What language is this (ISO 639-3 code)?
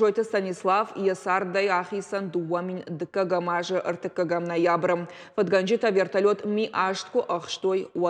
oss